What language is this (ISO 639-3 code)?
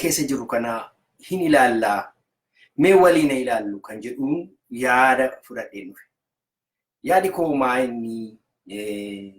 orm